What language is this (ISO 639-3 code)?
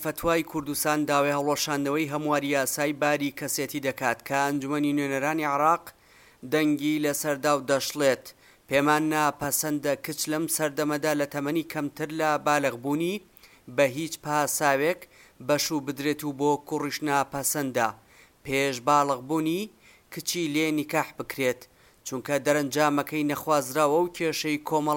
ckb